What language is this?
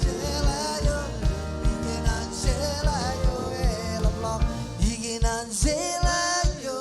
Marshallese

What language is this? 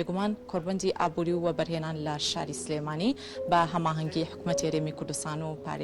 Central Kurdish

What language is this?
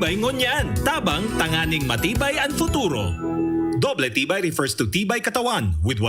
Bikol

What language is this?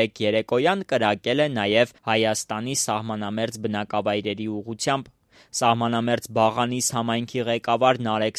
Armenian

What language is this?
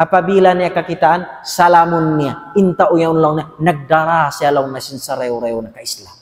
Tausug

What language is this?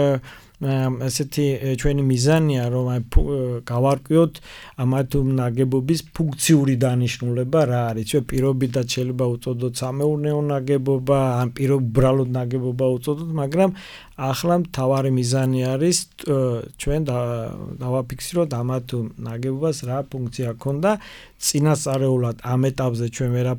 Georgian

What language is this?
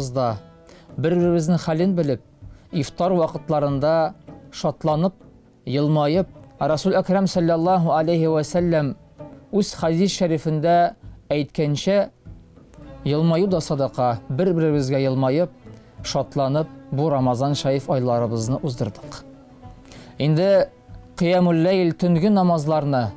Tatar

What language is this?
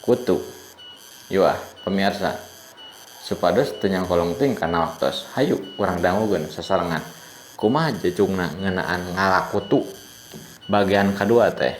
Sundanese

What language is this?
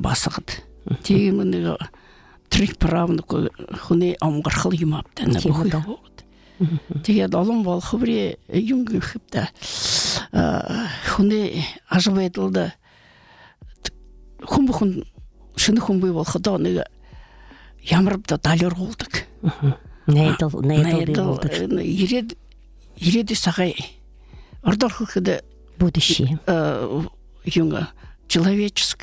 Buriat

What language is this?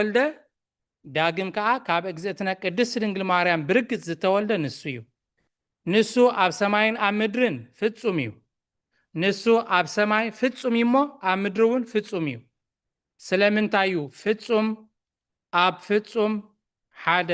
Tigrinya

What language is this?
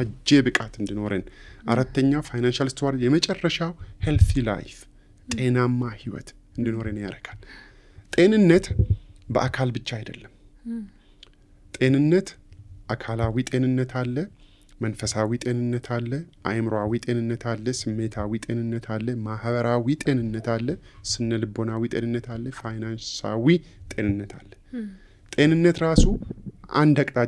Amharic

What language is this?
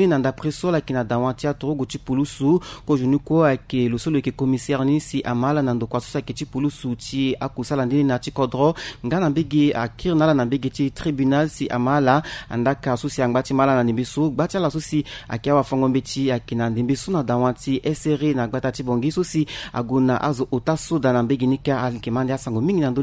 Sango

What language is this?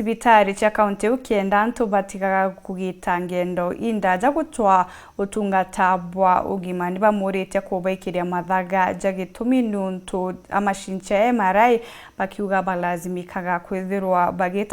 Meru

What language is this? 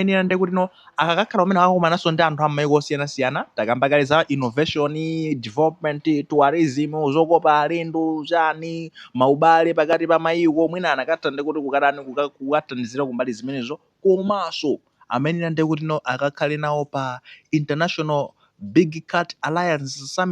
Nyanja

